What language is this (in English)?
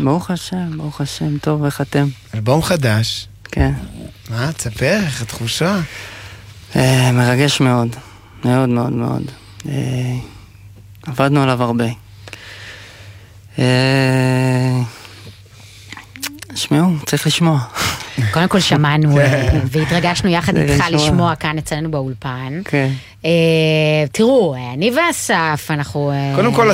Hebrew